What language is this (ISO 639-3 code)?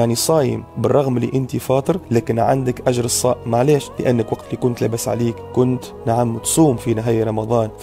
aeb